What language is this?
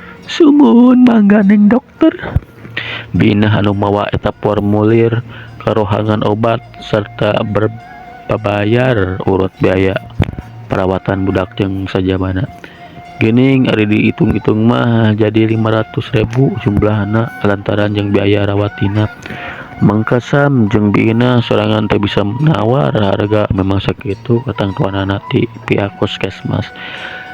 Sundanese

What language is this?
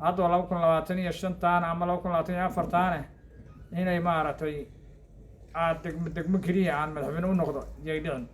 Somali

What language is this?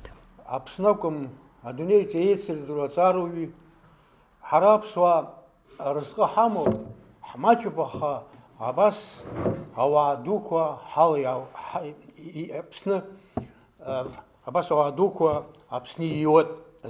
Abkhazian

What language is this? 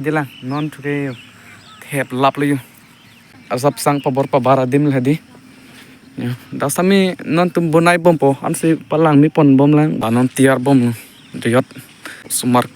Karbi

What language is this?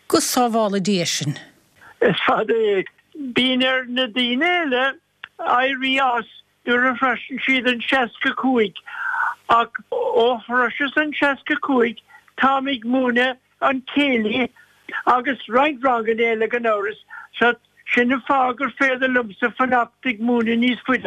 Irish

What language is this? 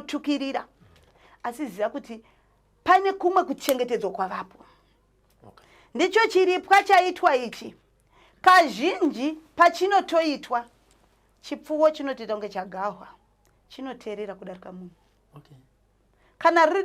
Shona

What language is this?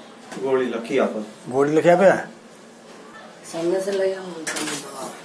Gujarati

